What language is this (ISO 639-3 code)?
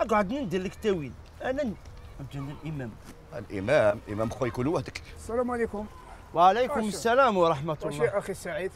arq